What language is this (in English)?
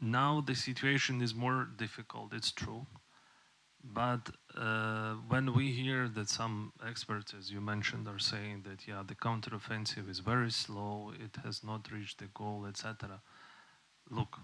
Faroese